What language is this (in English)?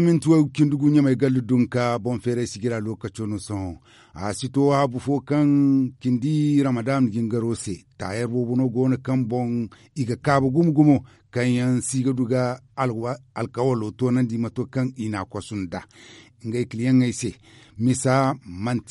Zarma